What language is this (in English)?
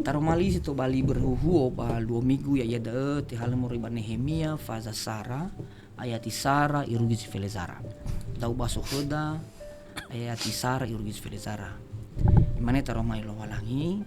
Nias